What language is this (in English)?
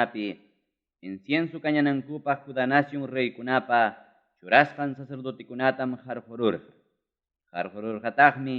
Ayacucho Quechua